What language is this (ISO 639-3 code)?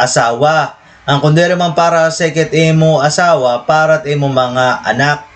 war